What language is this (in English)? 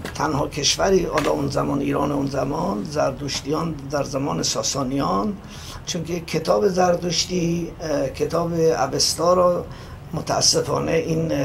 Persian